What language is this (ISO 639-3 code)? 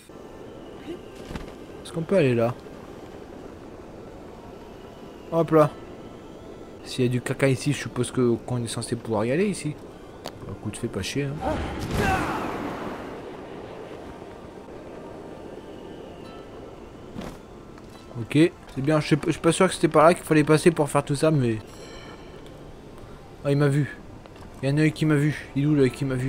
fra